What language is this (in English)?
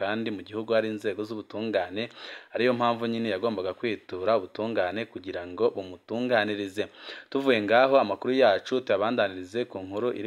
Rundi